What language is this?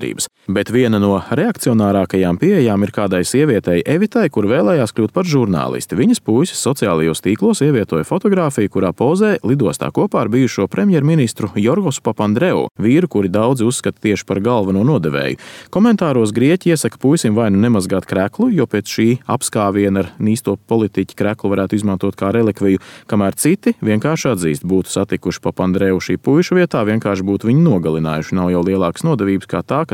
Latvian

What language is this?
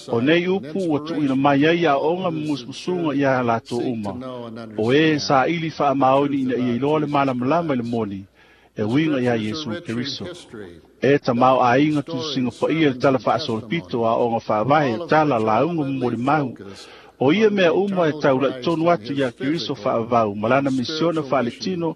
Samoan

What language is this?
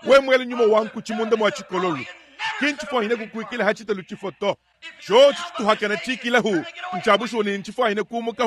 Luba-Lulua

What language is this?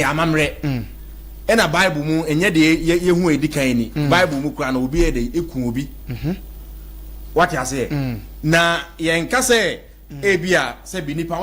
Akan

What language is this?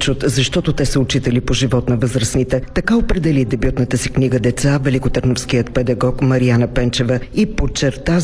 Bulgarian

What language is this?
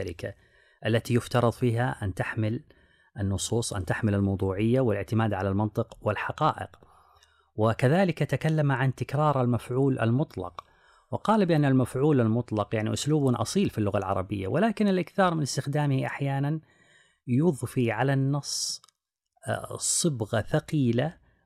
Arabic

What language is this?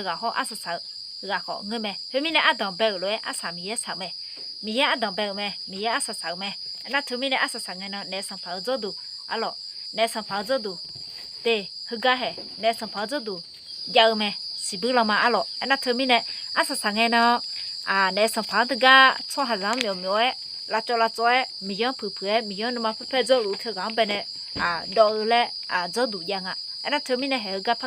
Akha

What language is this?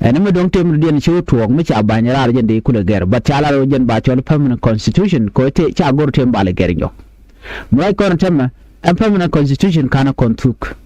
Nuer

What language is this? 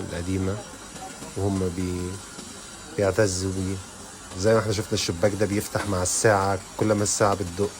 Egyptian Arabic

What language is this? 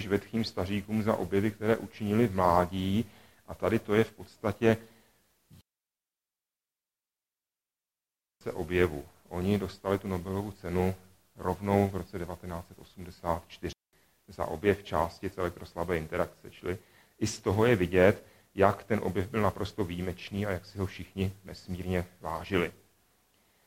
Czech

